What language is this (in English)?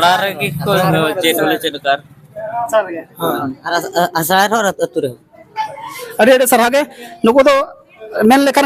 Santali